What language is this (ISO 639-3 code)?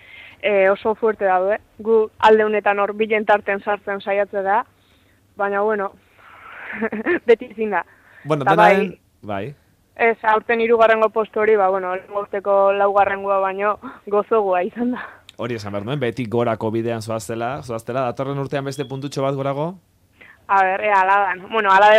eus